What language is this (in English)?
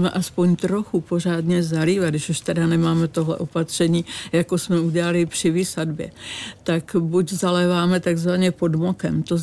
Czech